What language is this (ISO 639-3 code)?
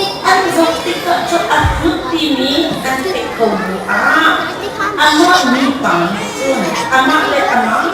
cnh